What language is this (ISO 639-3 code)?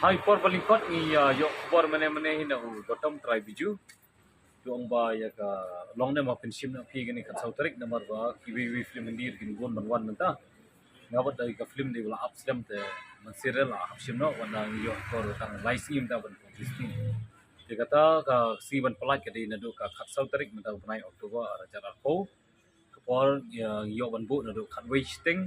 kha